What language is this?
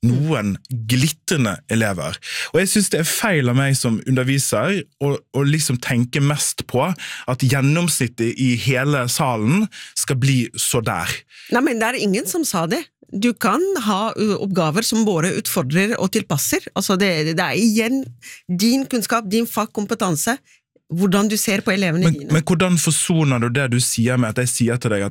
Norwegian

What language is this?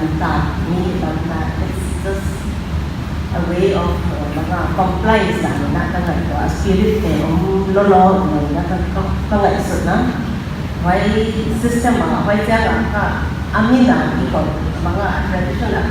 Paite Chin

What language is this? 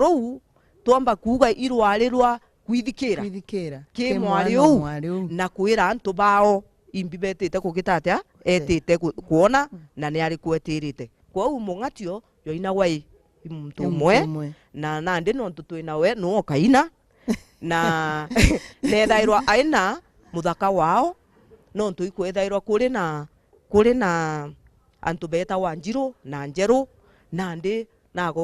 Meru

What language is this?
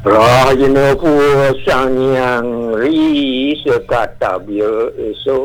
Balinese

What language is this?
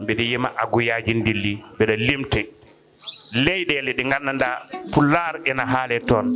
Fula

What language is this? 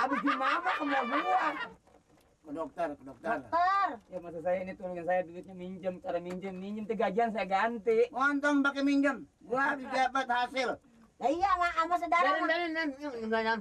Betawi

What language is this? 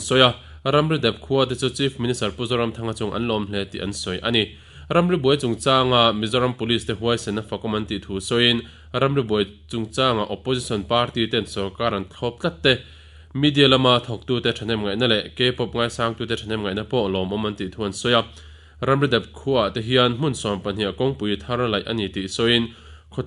Mizo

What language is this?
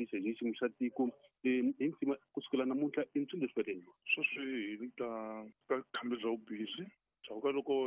Tsonga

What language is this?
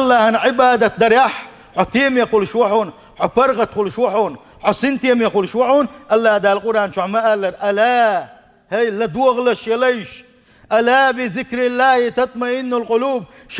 Chechen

